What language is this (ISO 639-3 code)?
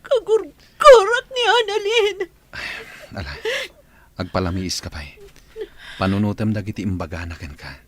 ilo